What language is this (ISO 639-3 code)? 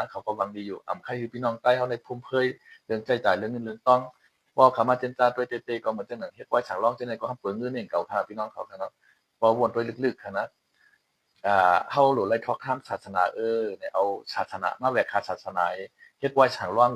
shn